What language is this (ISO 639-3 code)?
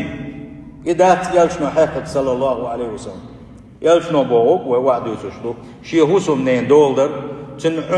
che